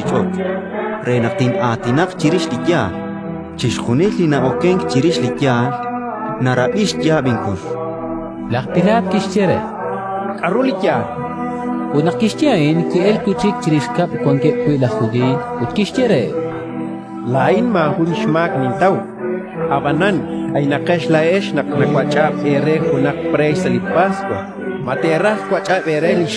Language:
Kekchí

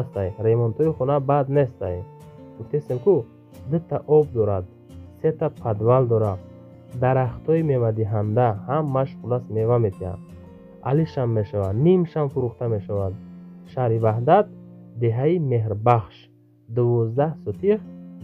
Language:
Tajik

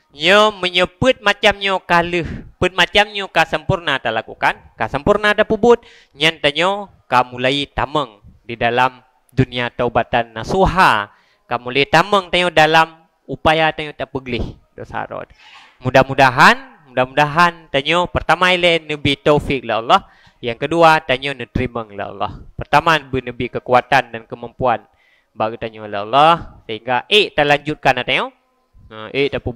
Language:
Achinese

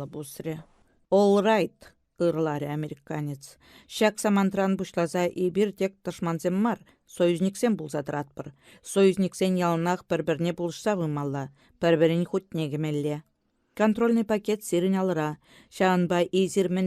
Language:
Chuvash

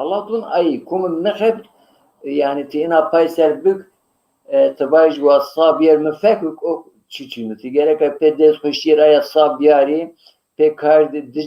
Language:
Zaza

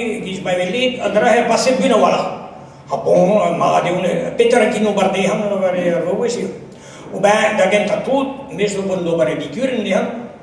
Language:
Breton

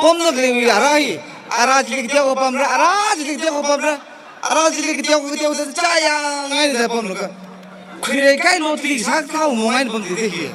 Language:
Tangkhul Naga (India)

